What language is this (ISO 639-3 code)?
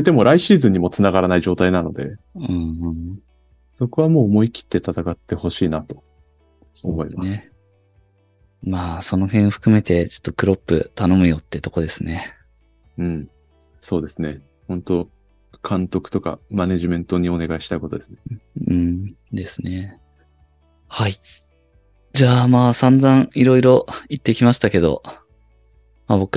jpn